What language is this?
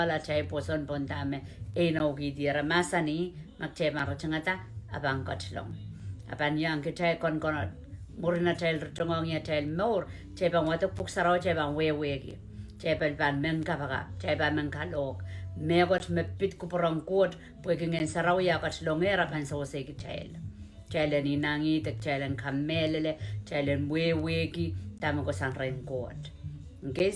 Pohnpeian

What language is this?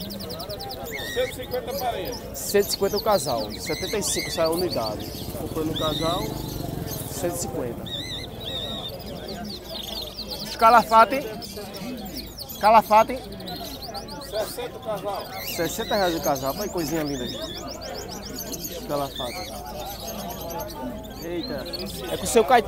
Portuguese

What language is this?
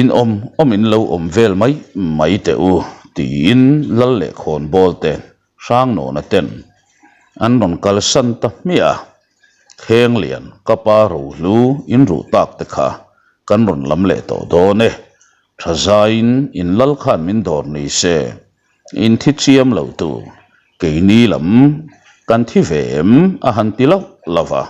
Mizo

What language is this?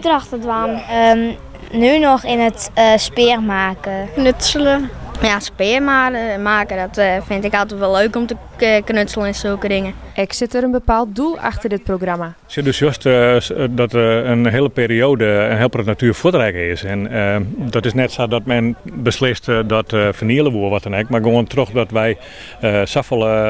Western Frisian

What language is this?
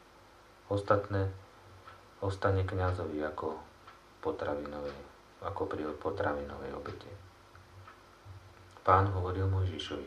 Slovak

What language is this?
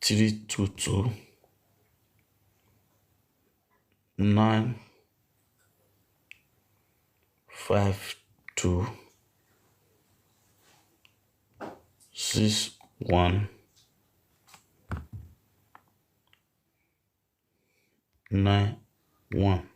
Nigerian Pidgin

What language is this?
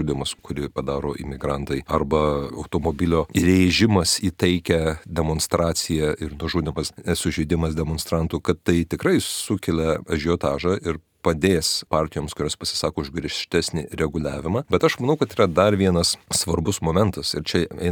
Lithuanian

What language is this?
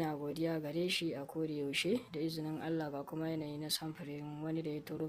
Hausa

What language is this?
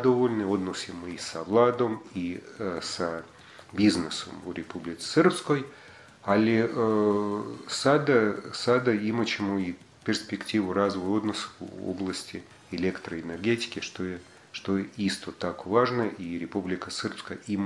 Bosnian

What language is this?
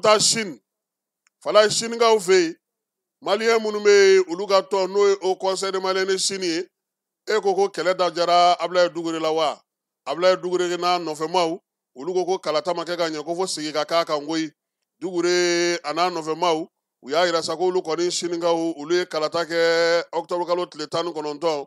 Bambara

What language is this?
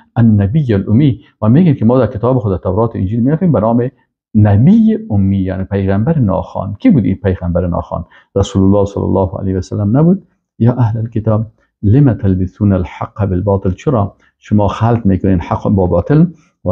Persian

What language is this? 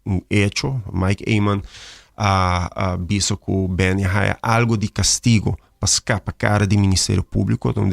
Papiamento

